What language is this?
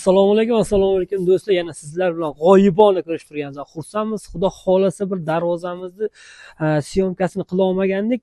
Uzbek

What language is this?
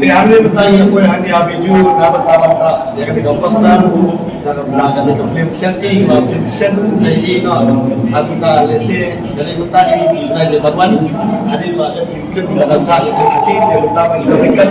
Khasi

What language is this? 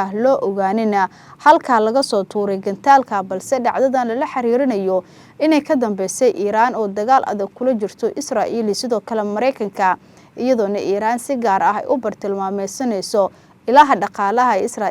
Somali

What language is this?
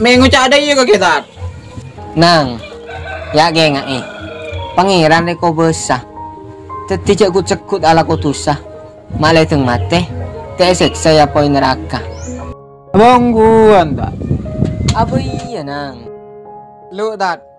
Madurese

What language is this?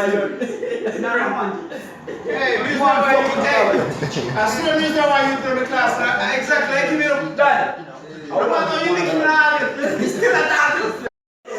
Jamaican Creole English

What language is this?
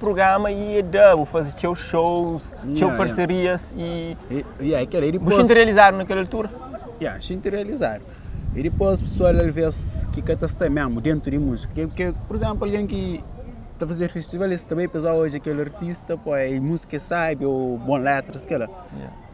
Kabuverdianu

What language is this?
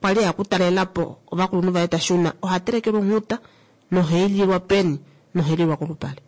Kuanyama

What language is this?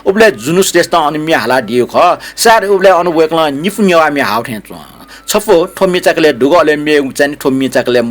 Newari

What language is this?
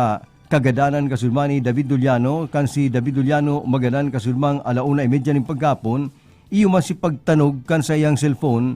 Bikol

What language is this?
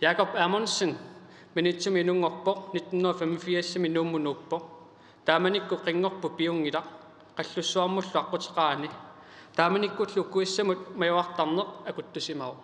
Kalaallisut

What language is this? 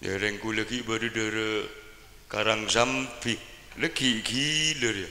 Madurese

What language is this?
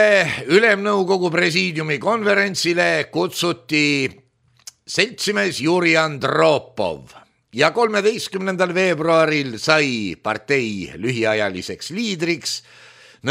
Estonian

